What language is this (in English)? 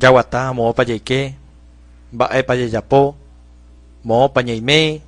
Guarani